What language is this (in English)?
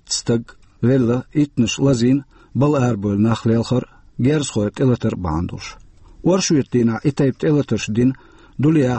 Chechen